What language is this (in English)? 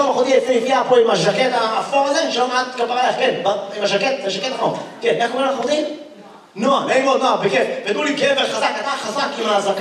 Hebrew